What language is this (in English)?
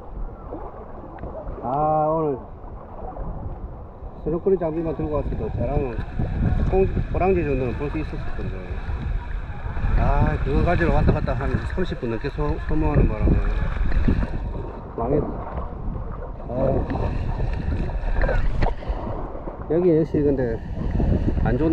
Korean